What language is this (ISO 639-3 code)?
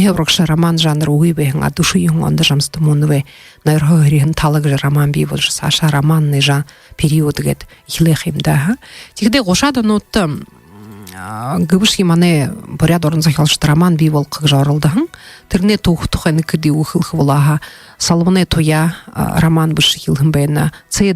bua